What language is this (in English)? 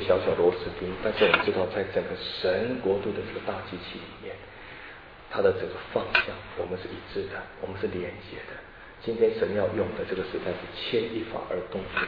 Chinese